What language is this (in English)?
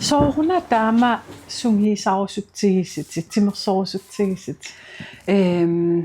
Kalaallisut